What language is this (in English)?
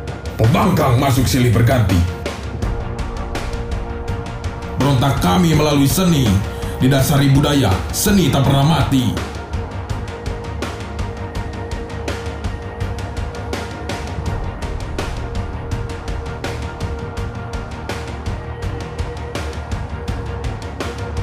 Indonesian